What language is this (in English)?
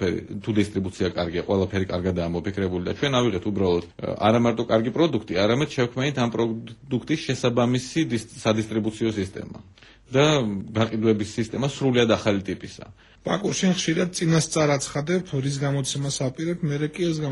Georgian